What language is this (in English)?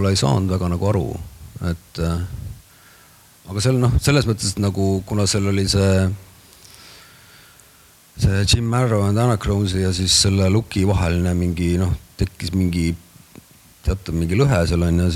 Estonian